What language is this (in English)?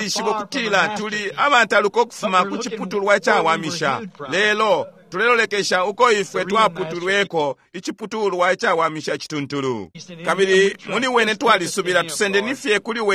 Bemba